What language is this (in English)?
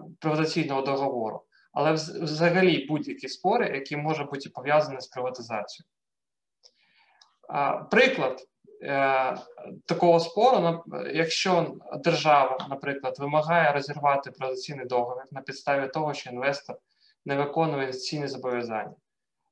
Ukrainian